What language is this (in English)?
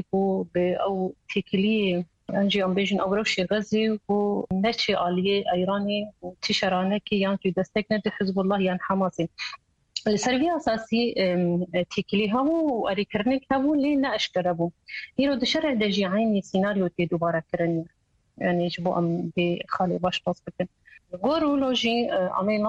Kurdish